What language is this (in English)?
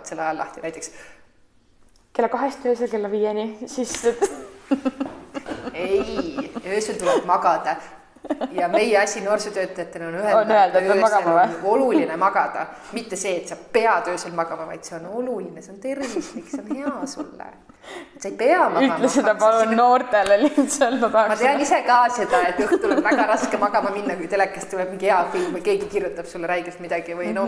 Estonian